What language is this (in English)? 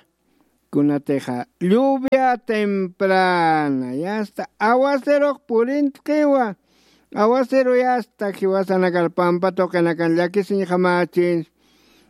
Aymara